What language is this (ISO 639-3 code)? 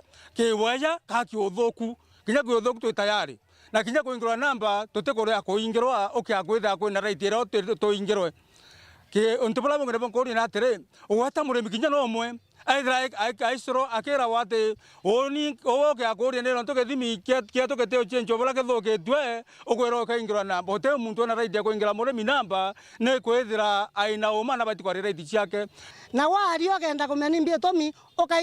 mer